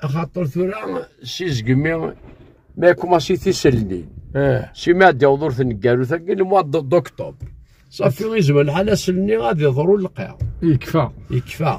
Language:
Kabyle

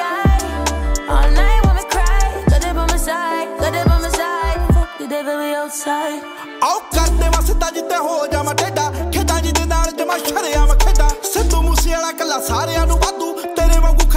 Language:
Punjabi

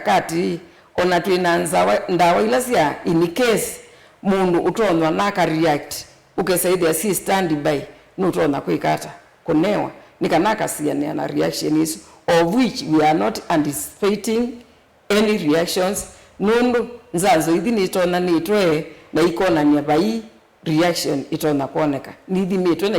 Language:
Kamba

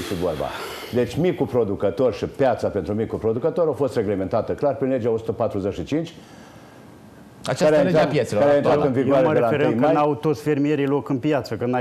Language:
Romanian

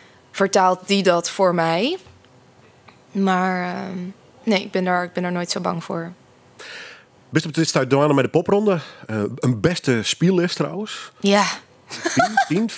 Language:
Dutch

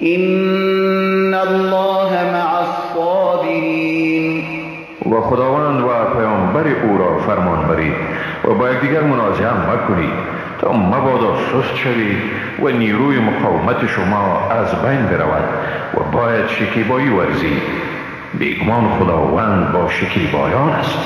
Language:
Persian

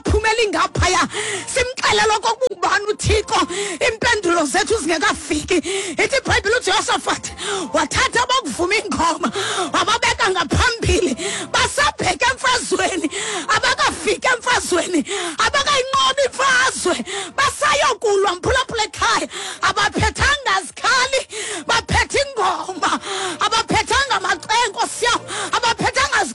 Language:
Xhosa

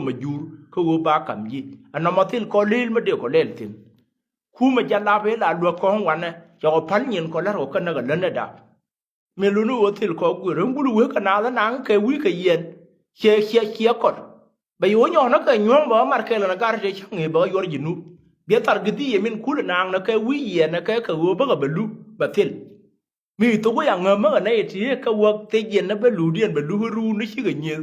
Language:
Nuer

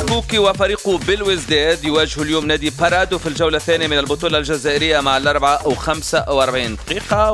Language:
Tunisian Arabic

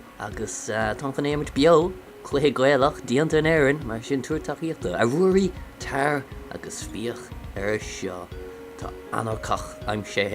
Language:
Irish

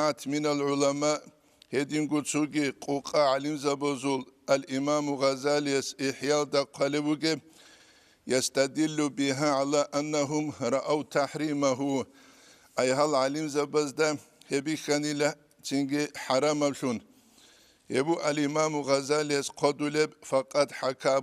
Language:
Avaric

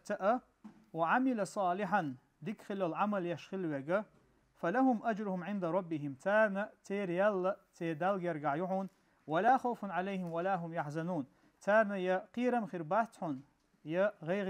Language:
Chechen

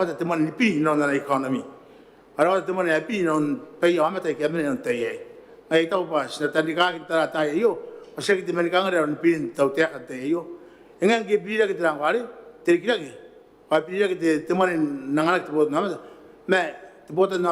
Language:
Gilbertese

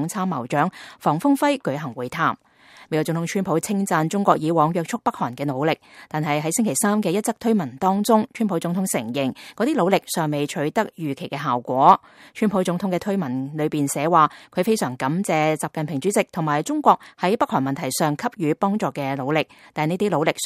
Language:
Cantonese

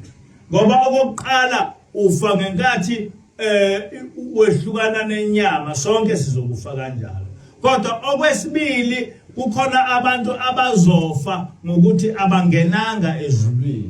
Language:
Zulu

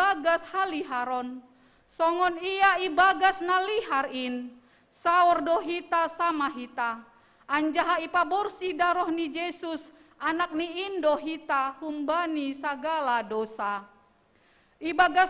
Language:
Batak Simalungun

